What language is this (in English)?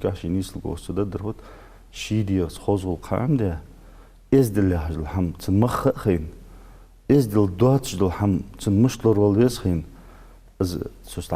Ingush